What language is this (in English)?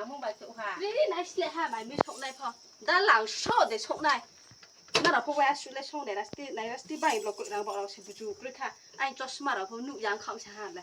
Riang (India)